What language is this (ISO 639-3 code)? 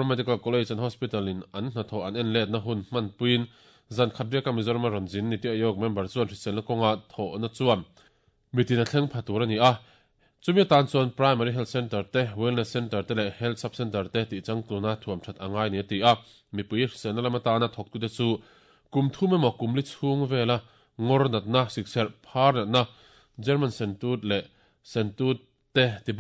lus